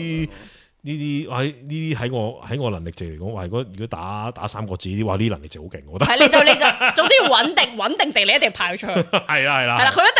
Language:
Cantonese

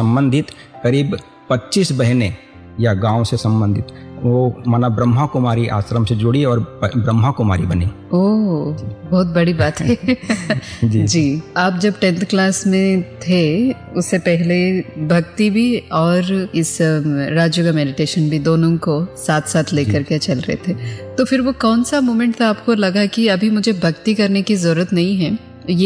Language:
Hindi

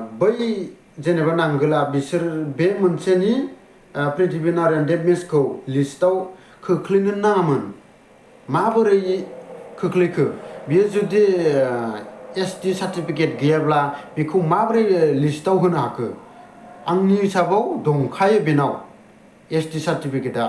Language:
Bodo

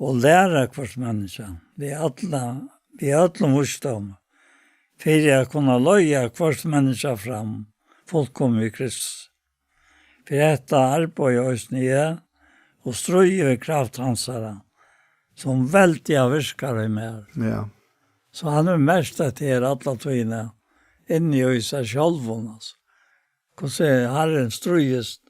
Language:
Faroese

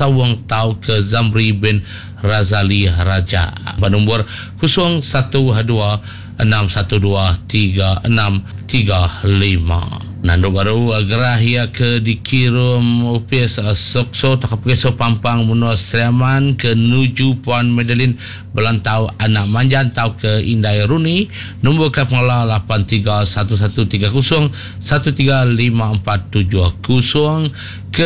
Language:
Iban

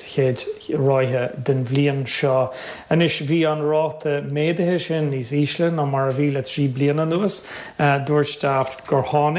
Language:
Irish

